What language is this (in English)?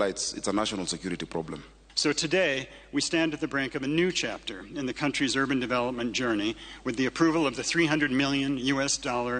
Luo (Kenya and Tanzania)